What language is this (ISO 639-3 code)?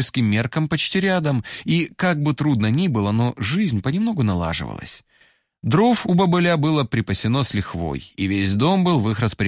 rus